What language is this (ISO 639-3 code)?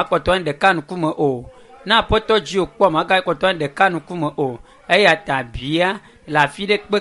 ewe